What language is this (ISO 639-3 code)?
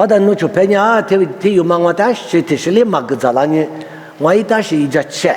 lis